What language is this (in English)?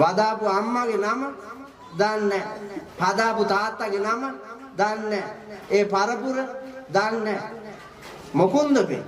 Sinhala